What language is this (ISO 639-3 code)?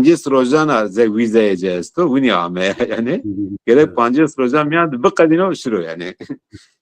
zza